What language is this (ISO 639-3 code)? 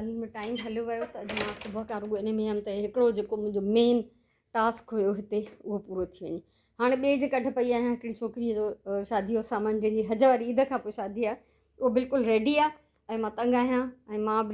snd